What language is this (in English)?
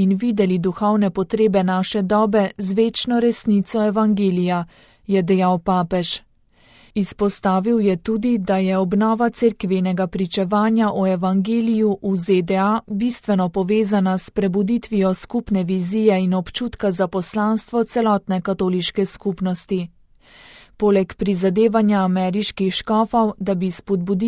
Slovenian